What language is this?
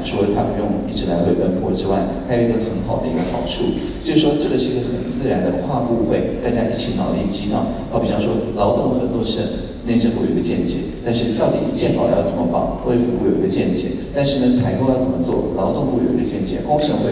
Chinese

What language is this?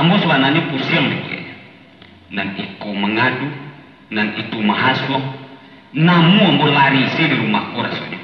Minangkabau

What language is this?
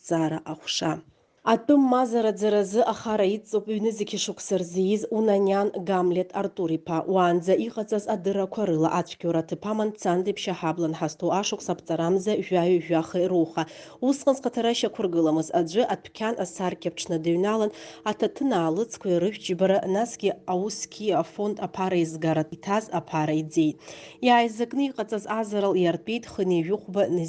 Abkhazian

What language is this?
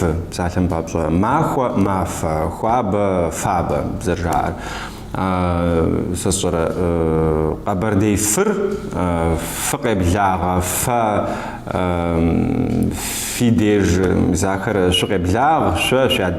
Kabardian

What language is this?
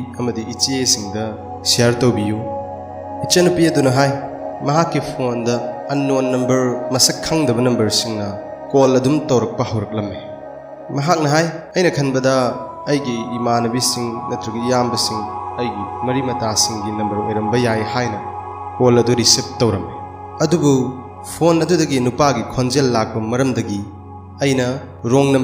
Manipuri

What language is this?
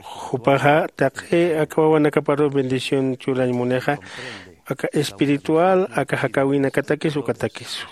Aymara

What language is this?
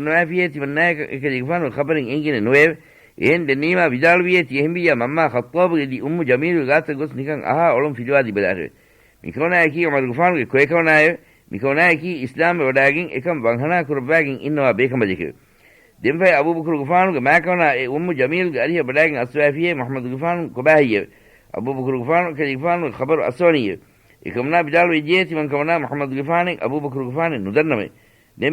Divehi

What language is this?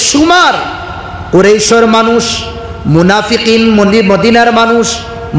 Sylheti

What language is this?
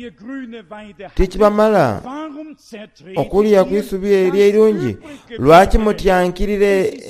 Soga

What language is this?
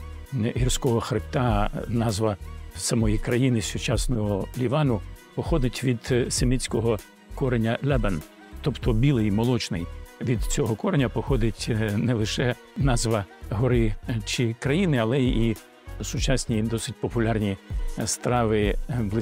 Ukrainian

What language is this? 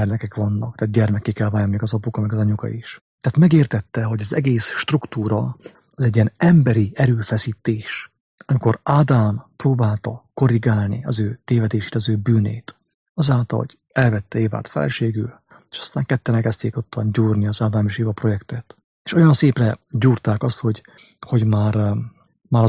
Hungarian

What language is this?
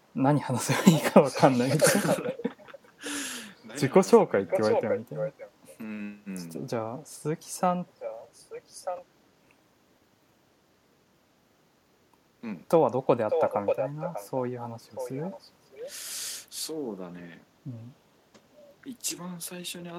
Japanese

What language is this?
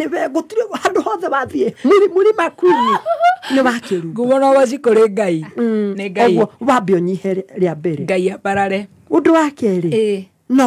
Kikuyu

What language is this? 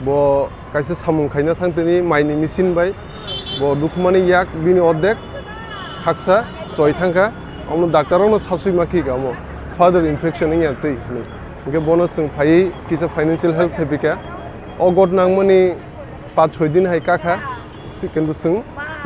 Kok Borok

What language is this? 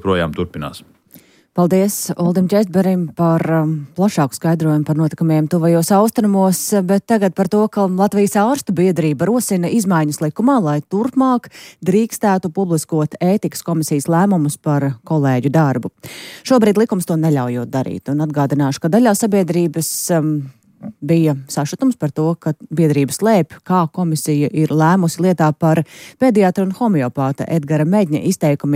Latvian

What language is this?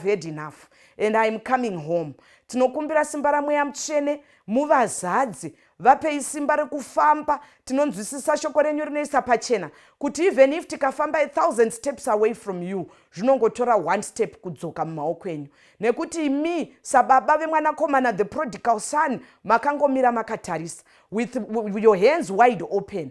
Shona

